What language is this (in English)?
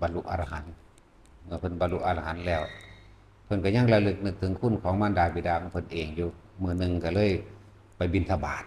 Northeastern Thai